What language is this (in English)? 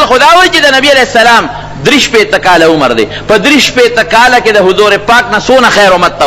Pashto